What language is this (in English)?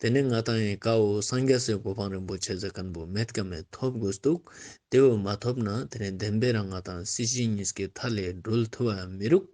Ladakhi